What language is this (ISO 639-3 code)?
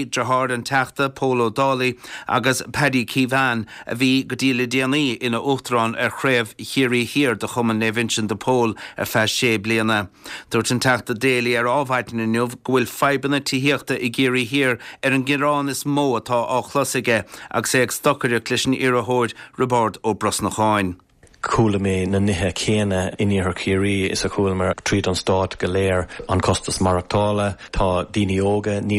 gle